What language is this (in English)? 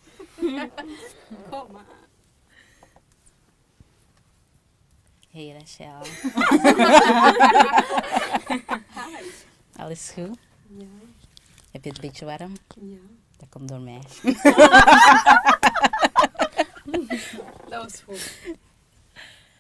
Dutch